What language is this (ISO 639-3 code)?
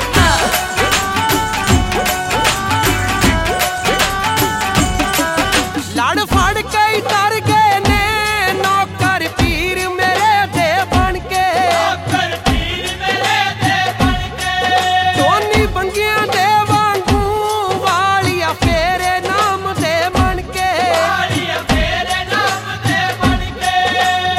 pan